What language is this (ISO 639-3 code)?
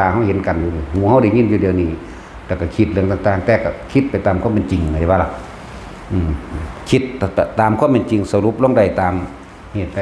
lao